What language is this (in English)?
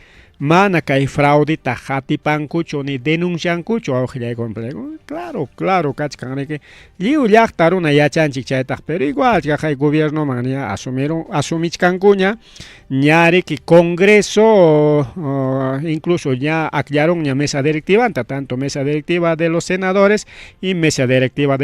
Ayacucho Quechua